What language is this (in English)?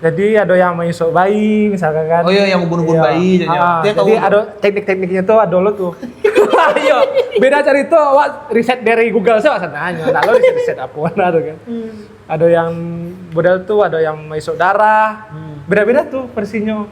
Minangkabau